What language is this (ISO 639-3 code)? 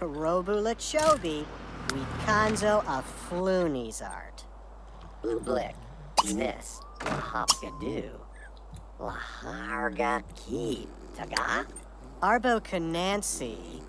bar